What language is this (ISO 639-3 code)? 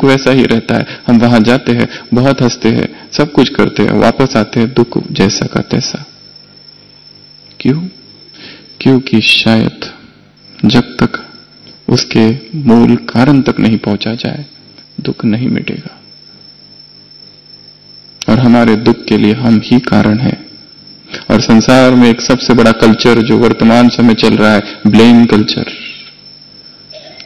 hin